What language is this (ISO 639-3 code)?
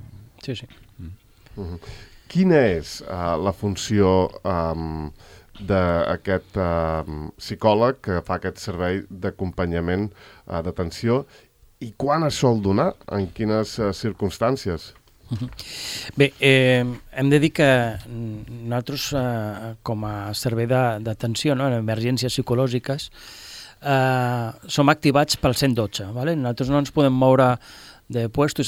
cat